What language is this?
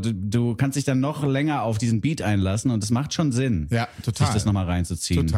German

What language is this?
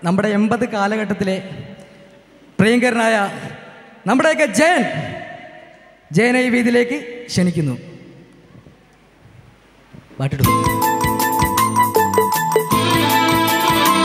Malayalam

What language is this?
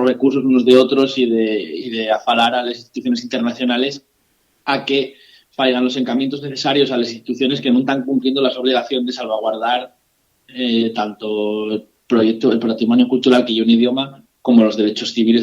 Asturian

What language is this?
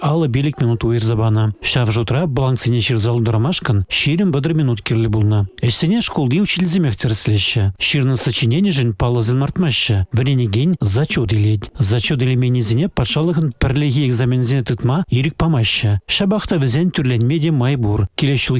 Chuvash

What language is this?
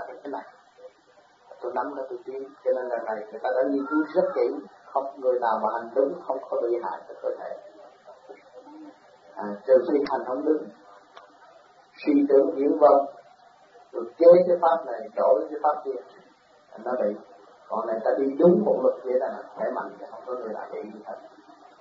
Vietnamese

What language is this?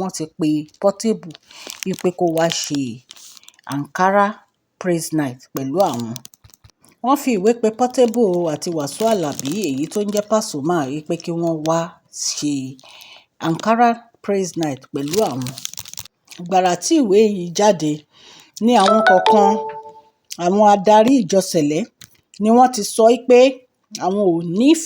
Yoruba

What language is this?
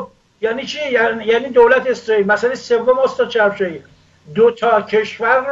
Persian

